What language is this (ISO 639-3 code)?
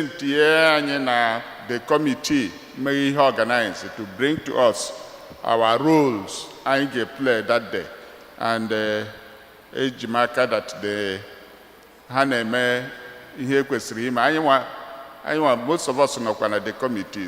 ibo